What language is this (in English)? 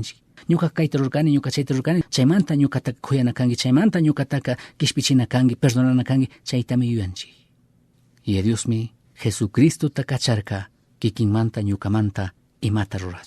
Chimborazo Highland Quichua